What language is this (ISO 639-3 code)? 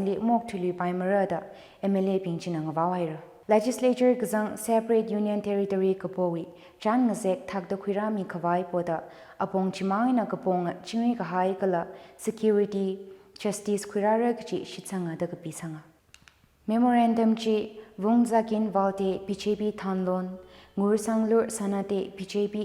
nmf